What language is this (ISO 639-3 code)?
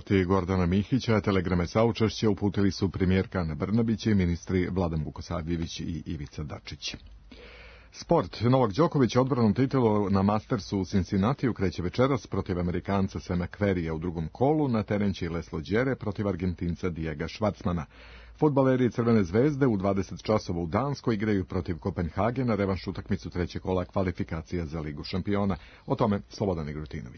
srp